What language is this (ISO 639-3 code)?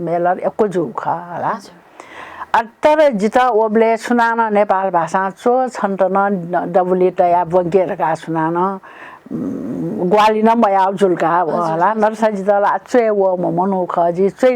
new